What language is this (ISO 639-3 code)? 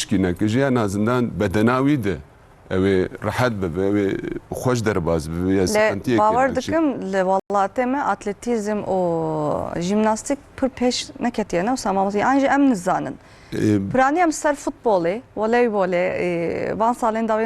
kur